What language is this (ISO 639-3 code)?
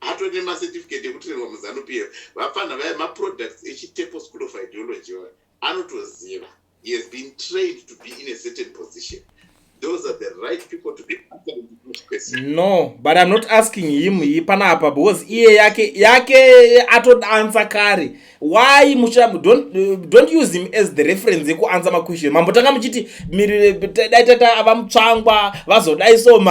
sna